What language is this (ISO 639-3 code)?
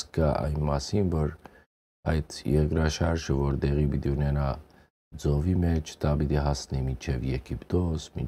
hyw